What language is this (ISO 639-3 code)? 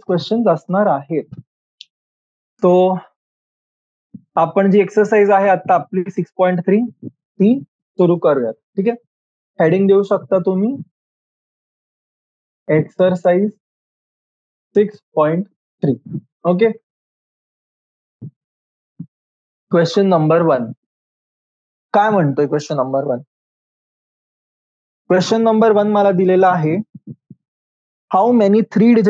mar